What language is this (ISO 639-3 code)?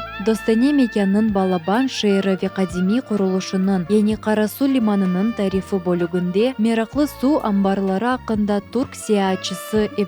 crh